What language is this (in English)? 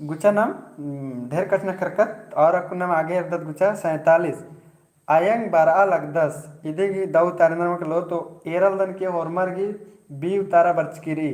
Kurukh